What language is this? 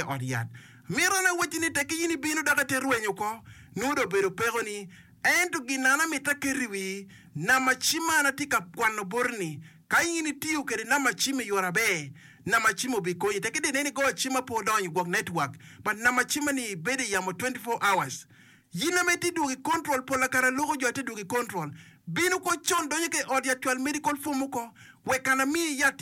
Acoli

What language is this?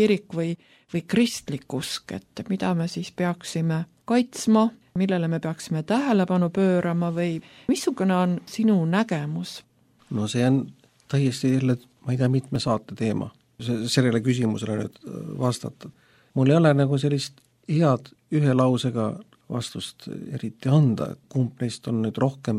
Estonian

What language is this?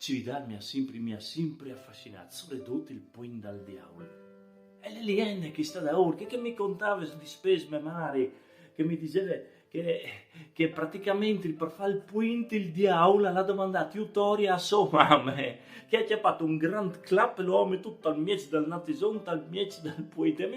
Friulian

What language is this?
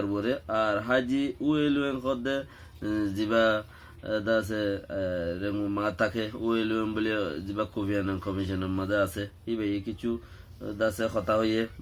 Rohingya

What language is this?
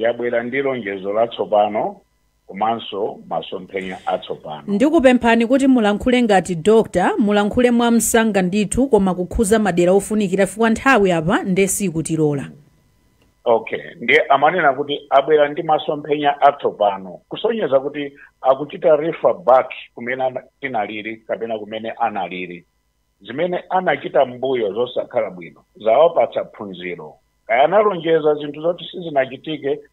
Nyanja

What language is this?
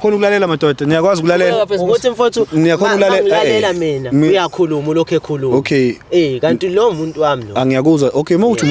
Zulu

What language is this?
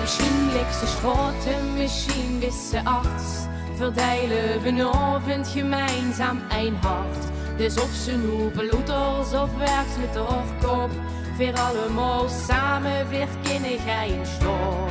Limburgish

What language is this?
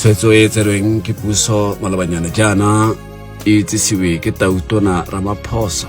Tswana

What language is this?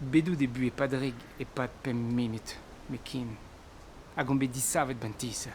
Breton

